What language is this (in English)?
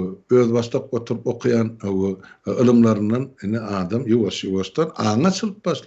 Turkmen